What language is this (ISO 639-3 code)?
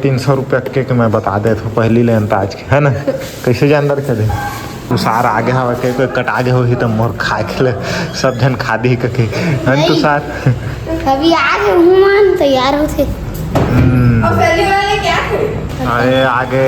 hne